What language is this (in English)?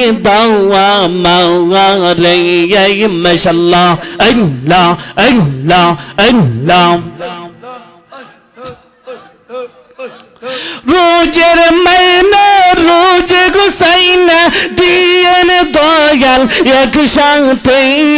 Bangla